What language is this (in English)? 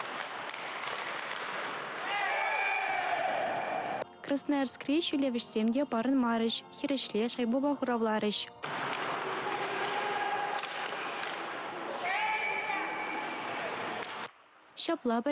Chuvash